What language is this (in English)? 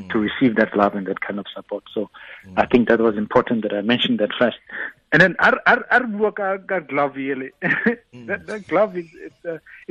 Tswana